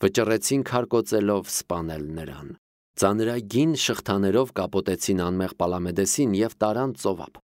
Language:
Armenian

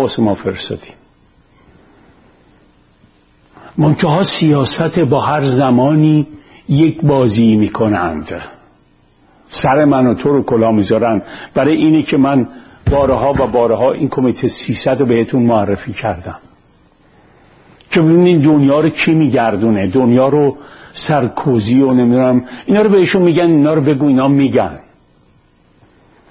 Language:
Persian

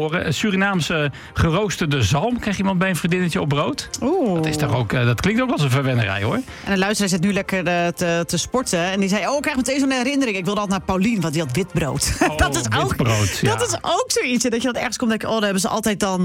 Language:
Dutch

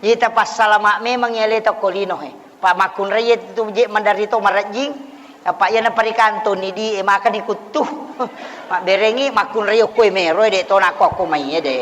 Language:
Buginese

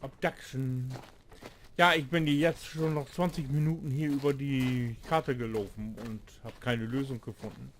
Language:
Low German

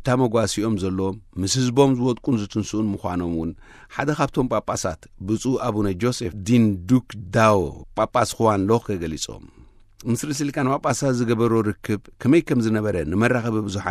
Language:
Tigrinya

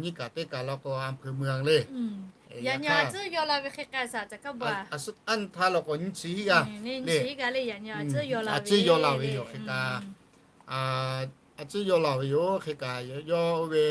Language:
Lahu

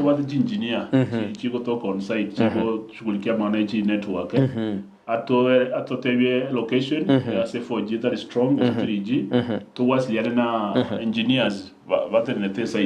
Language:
Gusii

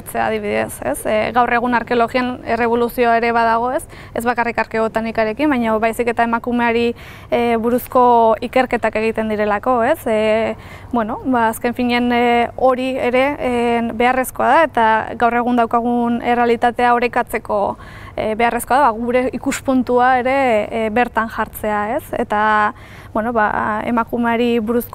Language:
Basque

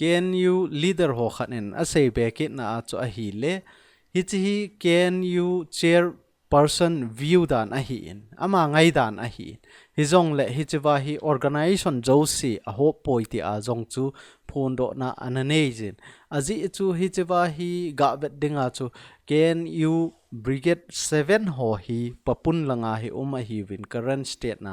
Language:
Thado Chin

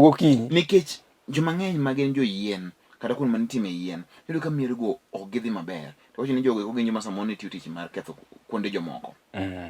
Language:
Luo (Kenya and Tanzania)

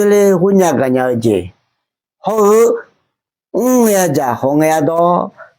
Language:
Akha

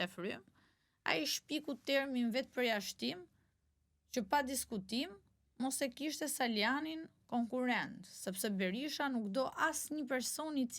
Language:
Albanian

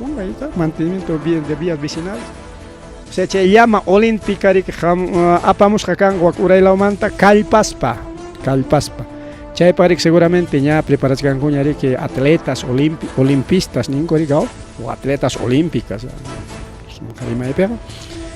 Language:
Ayacucho Quechua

